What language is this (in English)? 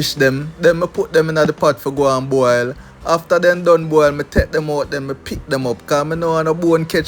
Jamaican Creole English